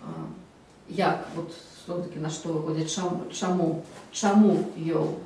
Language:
Belarusian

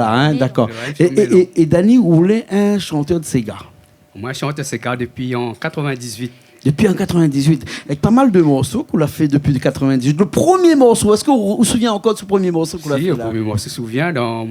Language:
Réunion Creole French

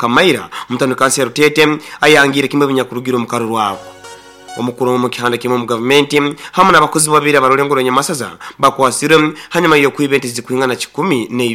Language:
Nyoro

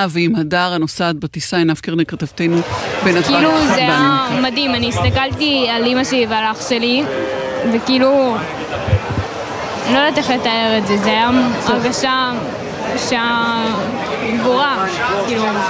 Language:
Hebrew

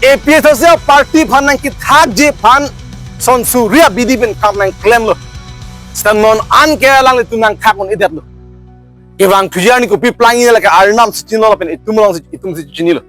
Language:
Karbi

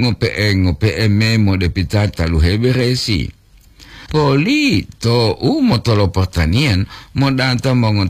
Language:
Gorontalo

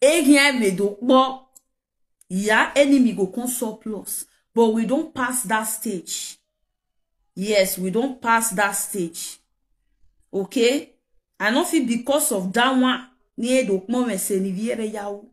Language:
Nigerian Pidgin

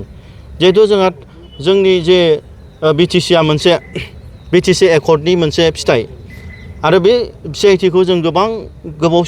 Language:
Bodo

